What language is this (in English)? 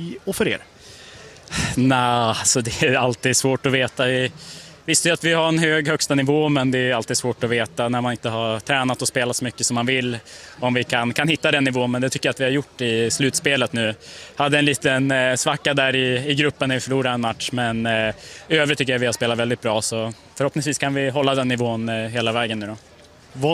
Swedish